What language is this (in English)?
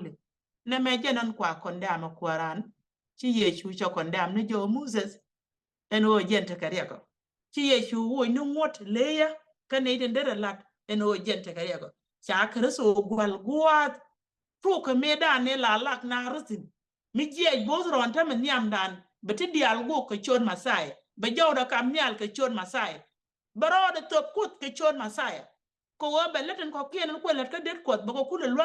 Nuer